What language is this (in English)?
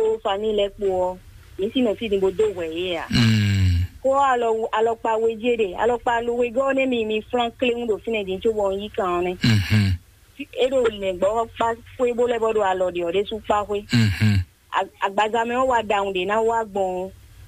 Fon